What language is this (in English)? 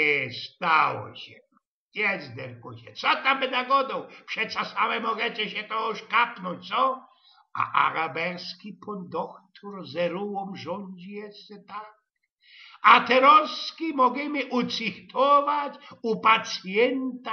Silesian